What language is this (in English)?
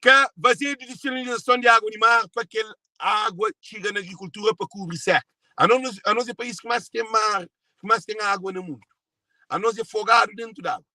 Kabuverdianu